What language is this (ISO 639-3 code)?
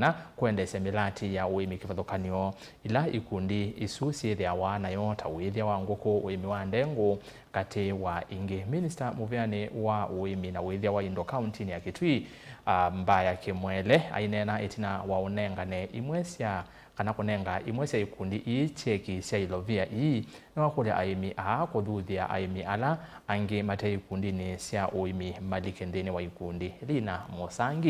kam